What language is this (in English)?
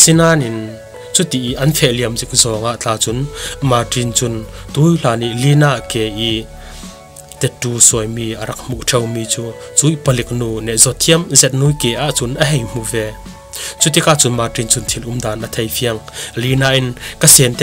Falam Chin